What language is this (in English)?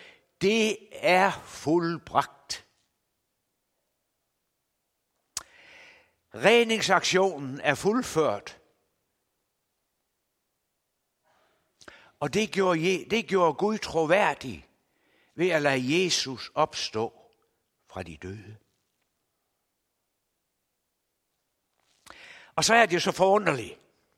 Danish